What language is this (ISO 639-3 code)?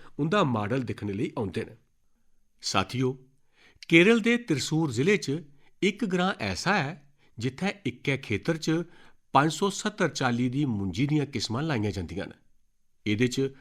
doi